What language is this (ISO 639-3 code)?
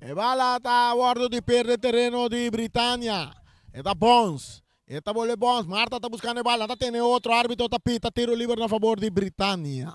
pap